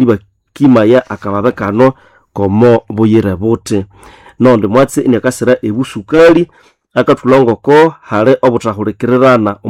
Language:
Nande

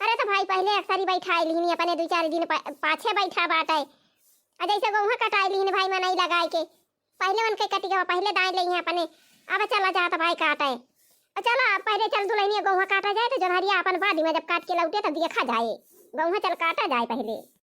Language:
Awadhi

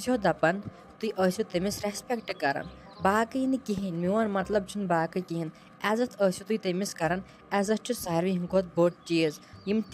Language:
Kashmiri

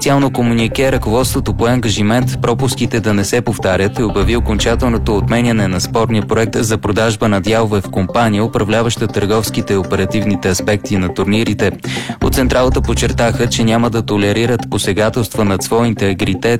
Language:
Bulgarian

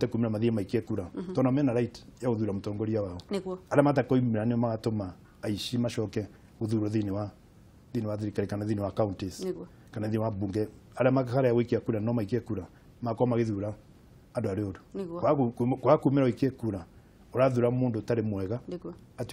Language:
Kikuyu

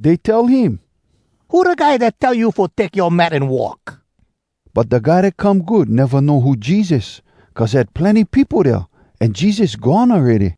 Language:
Hawai'i Creole English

